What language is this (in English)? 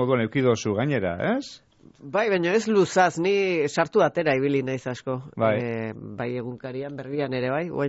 Basque